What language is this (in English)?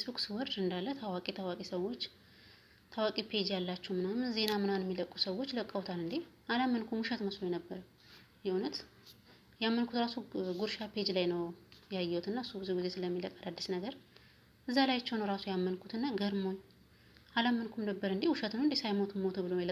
Amharic